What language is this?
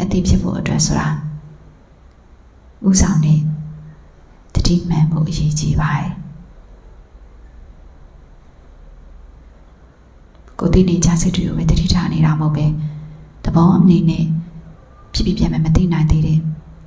Burmese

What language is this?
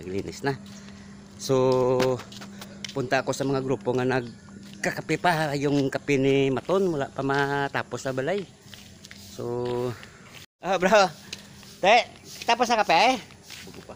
Hiligaynon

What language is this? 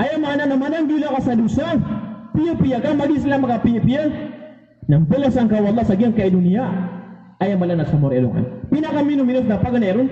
Maranao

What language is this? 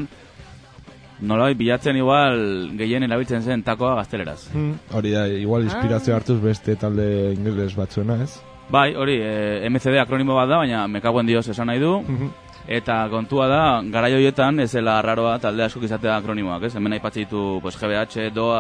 Basque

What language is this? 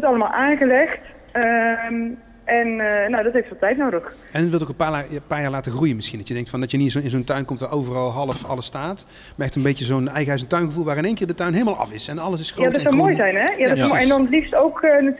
Dutch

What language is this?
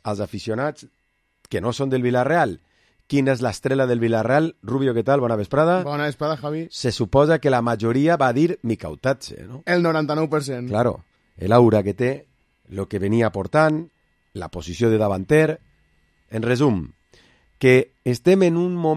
Catalan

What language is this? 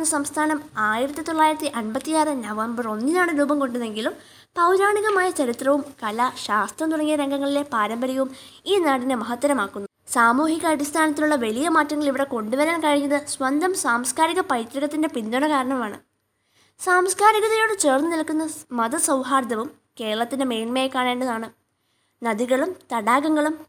Malayalam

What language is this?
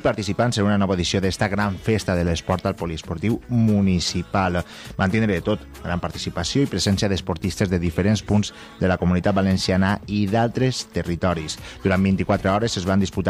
Catalan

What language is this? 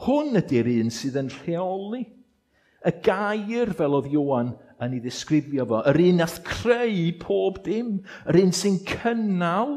Welsh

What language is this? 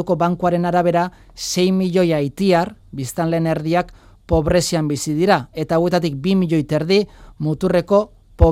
Basque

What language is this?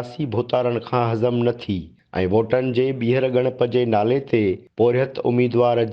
Sindhi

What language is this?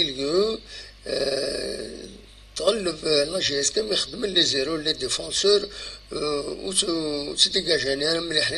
Kabyle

